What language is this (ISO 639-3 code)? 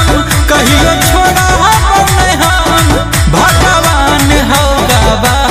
bho